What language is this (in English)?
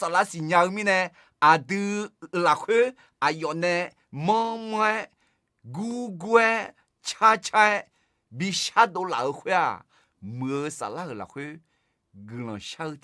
Akha